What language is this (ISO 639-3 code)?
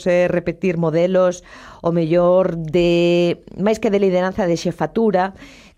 glg